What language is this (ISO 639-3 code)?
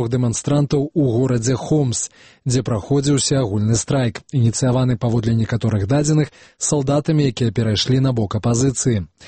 bel